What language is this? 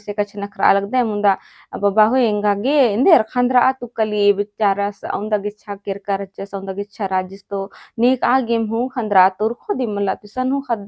Kurukh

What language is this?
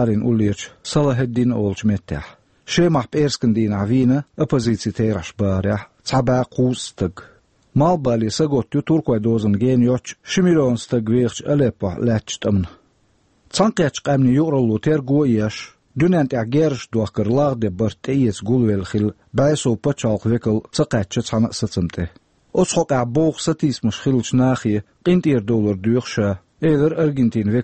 Chechen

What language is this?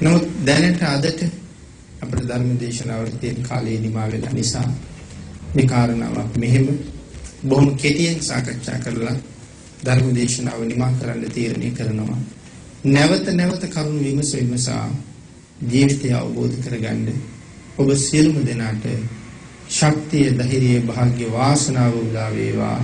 Sinhala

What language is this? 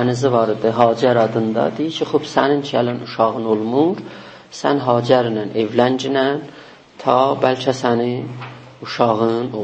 South Azerbaijani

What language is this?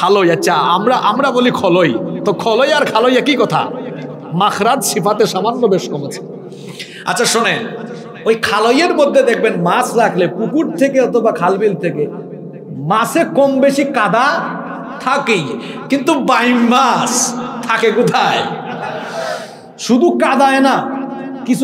Bangla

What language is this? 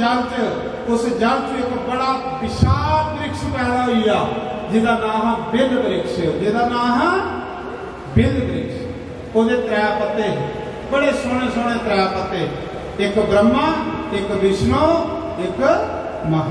Dogri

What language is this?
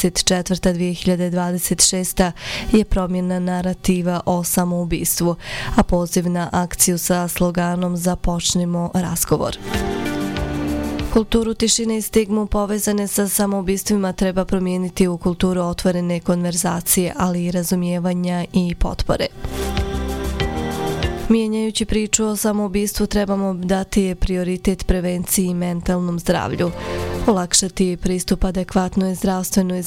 Bosnian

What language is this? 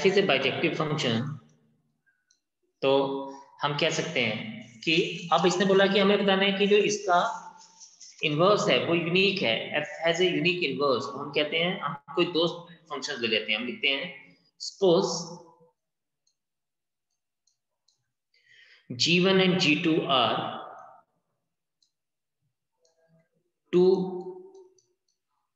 Hindi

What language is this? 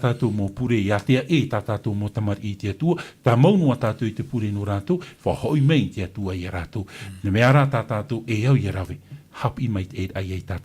Tahitian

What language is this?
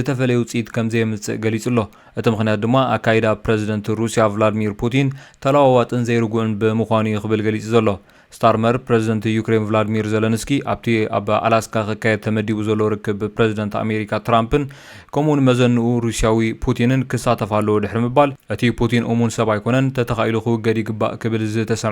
Tigrinya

